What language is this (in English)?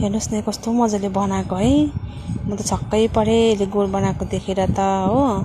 Nepali